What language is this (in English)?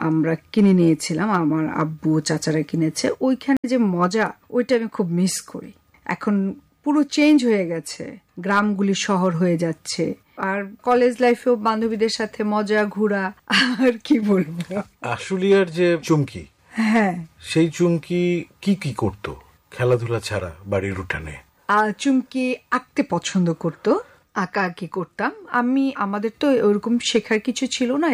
Bangla